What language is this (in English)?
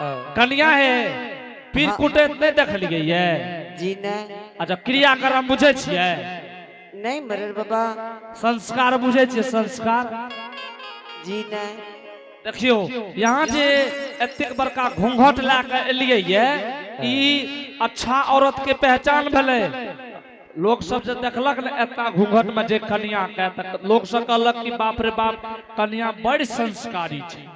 Angika